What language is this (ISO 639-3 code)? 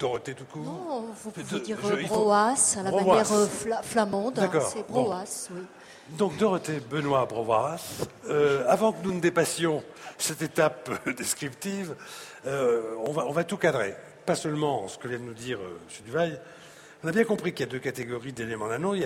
fra